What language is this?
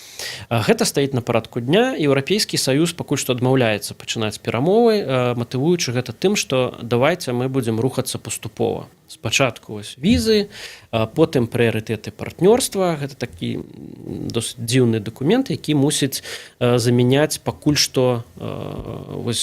Belarusian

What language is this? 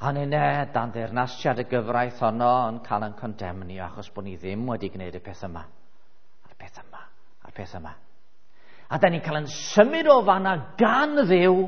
Welsh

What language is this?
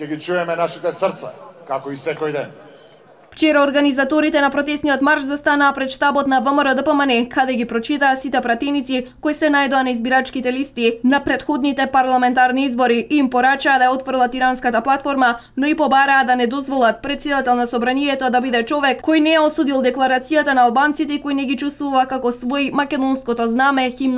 Macedonian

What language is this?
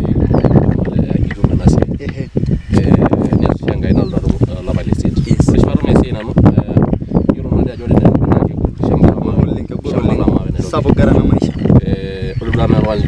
Masai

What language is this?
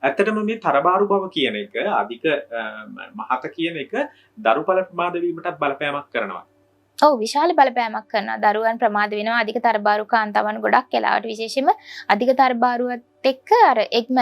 Sinhala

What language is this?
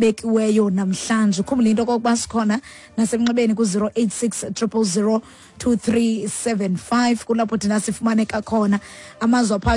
Xhosa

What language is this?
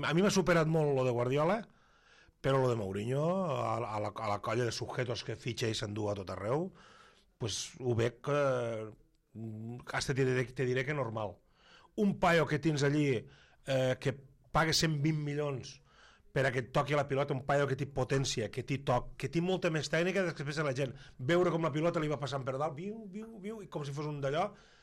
Catalan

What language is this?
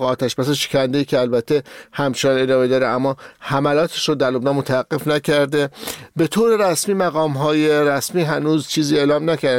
Persian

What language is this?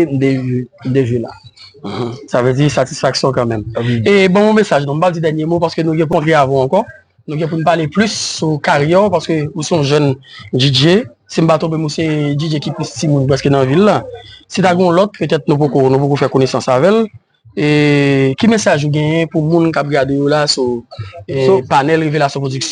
Haitian Creole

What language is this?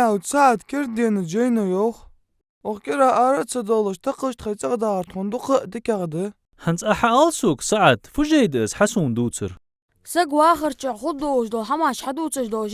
Ingush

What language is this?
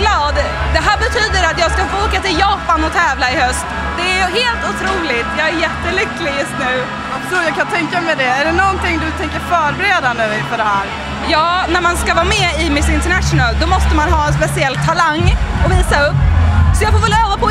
Swedish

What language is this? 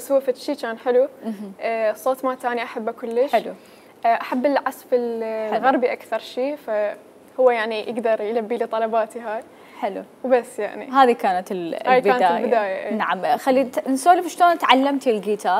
Mesopotamian Arabic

